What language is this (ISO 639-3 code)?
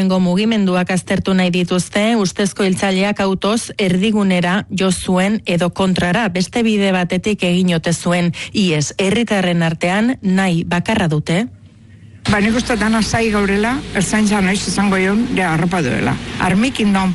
eus